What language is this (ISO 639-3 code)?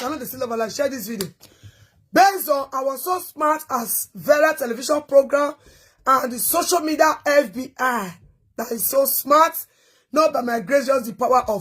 pcm